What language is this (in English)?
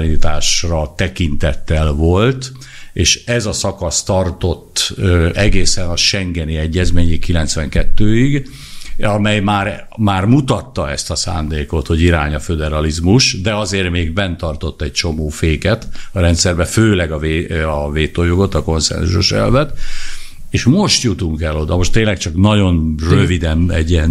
Hungarian